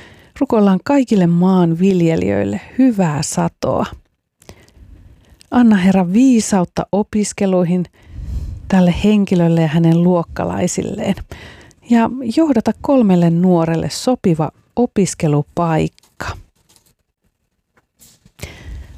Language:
Finnish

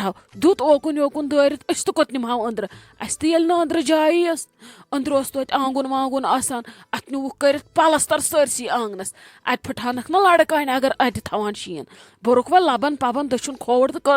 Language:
Kashmiri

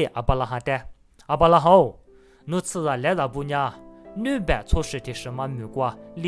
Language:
Lisu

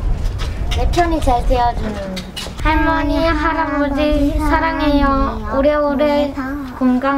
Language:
Korean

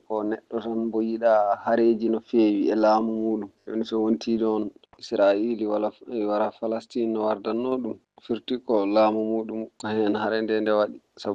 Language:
Fula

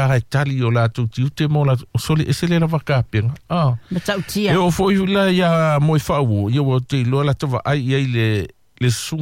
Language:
Samoan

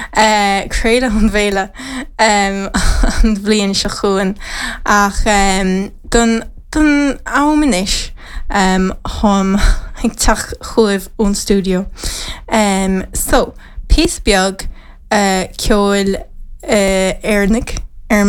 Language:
Irish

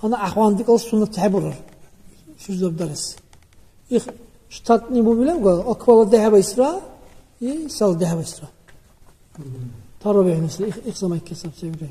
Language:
Dargwa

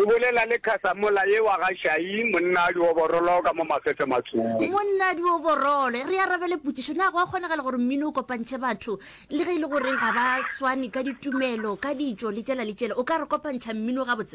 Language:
Northern Sotho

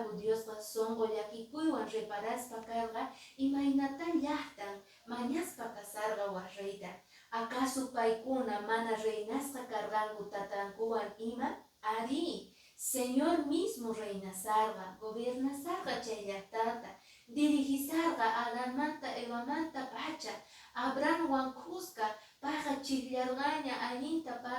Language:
Quechua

